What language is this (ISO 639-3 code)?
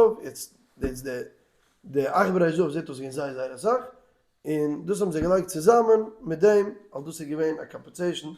yid